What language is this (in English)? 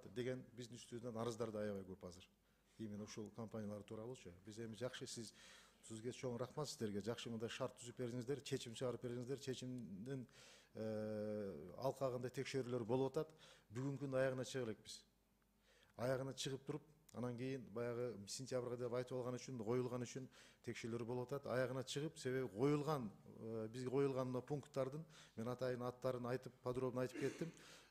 Kyrgyz